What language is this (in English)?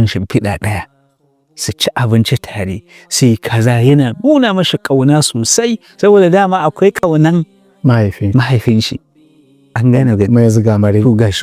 Hausa